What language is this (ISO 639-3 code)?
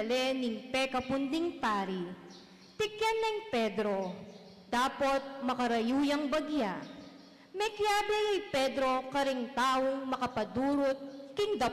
pam